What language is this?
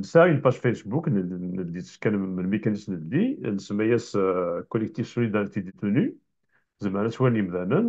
Kabyle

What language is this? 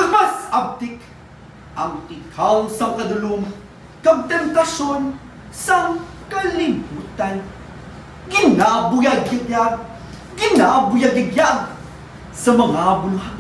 Hiligaynon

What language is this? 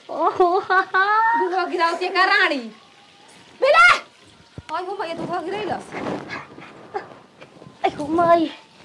Bhojpuri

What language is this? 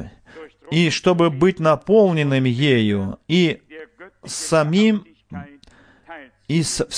Russian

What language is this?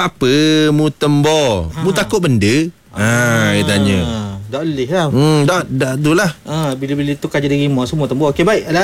Malay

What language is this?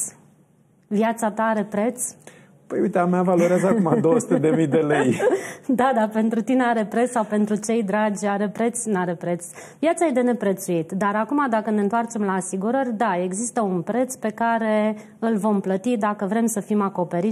Romanian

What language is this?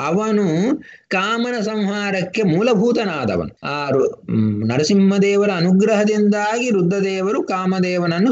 Kannada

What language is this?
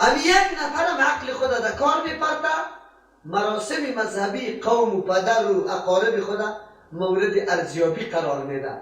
Persian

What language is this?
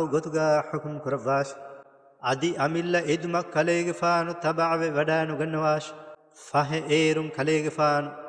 Divehi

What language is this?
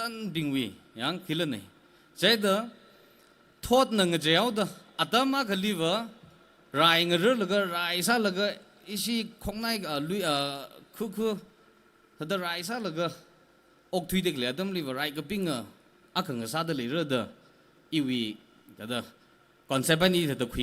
Tangkhul Naga (India)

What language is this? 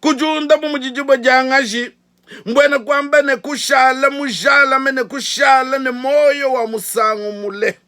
Luba-Lulua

